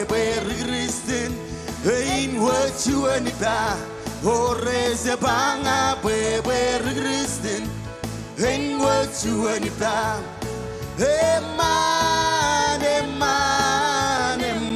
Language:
Marshallese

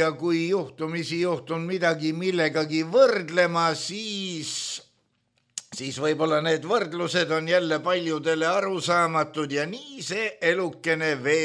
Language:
Estonian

